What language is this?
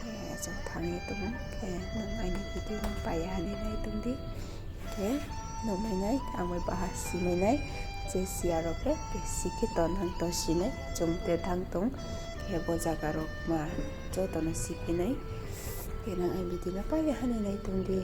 Riang (India)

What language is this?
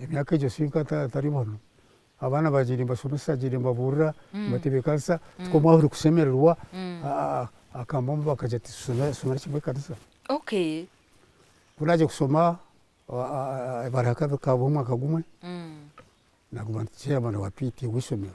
Nyankole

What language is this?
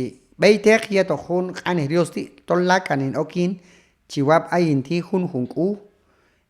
Q'anjob'al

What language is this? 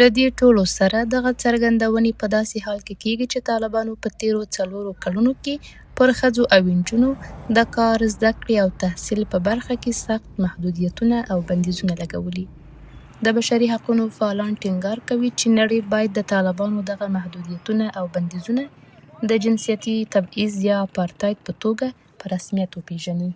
Pashto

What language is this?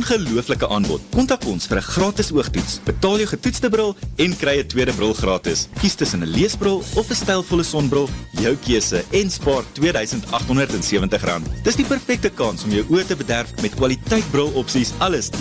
Afrikaans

